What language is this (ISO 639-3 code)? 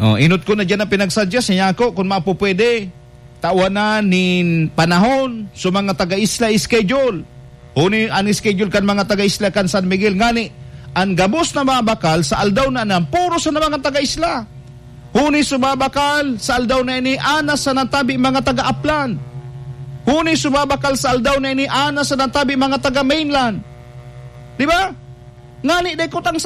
bik